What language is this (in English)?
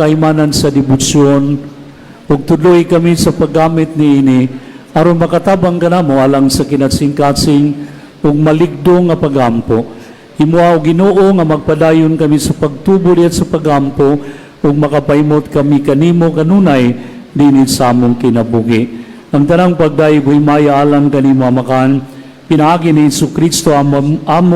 Cebuano